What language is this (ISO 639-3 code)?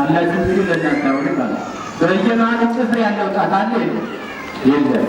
amh